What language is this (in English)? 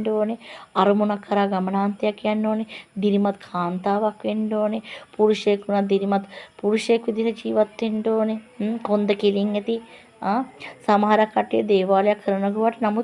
Sinhala